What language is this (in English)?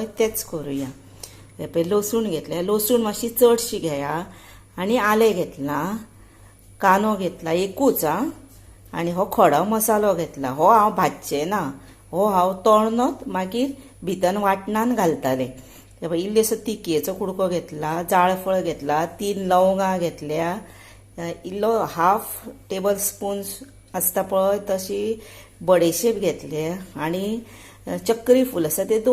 Konkani